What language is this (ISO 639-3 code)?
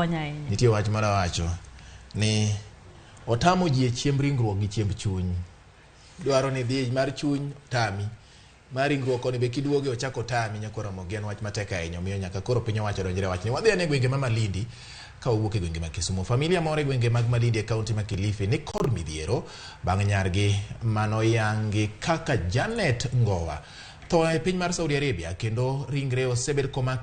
luo